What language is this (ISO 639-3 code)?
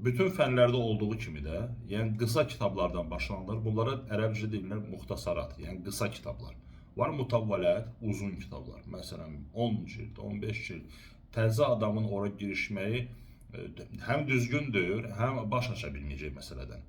aze